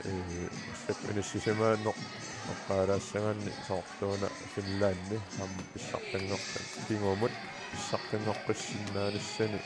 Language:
Kalaallisut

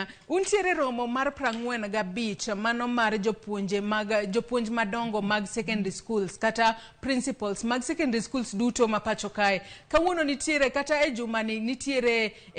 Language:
Luo (Kenya and Tanzania)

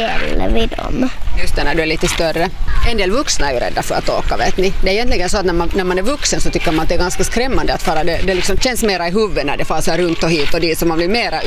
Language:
Swedish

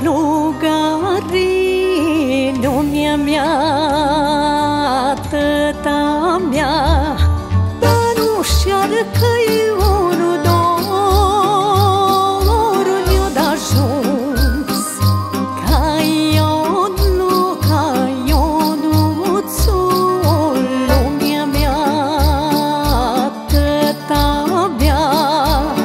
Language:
Romanian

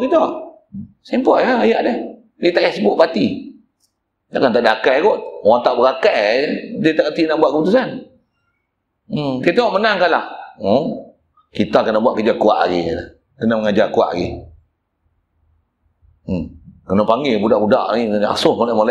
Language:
Malay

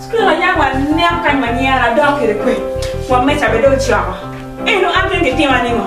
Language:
Acoli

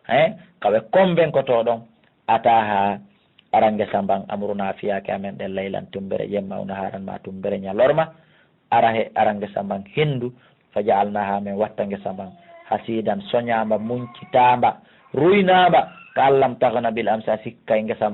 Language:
Fula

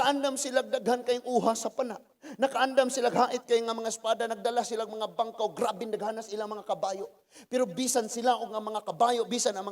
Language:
Cebuano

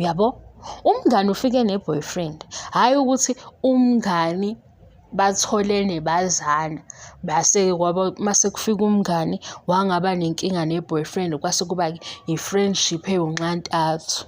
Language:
Zulu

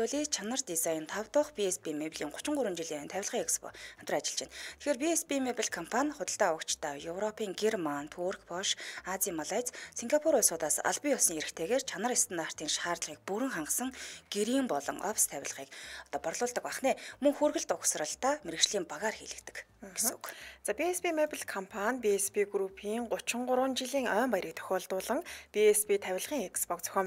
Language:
Mongolian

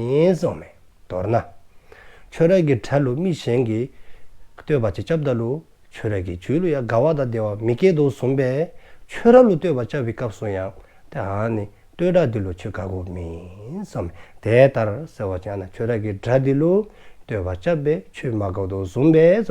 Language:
Dzongkha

